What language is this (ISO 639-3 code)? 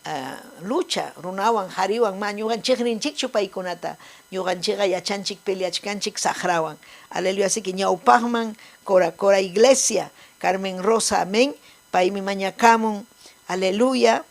quy